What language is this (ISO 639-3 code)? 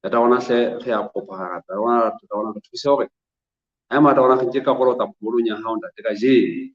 sot